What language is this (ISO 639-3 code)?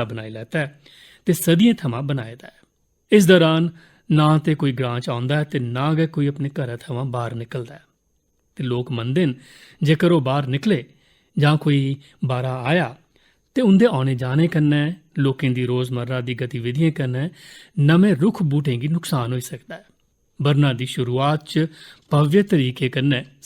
doi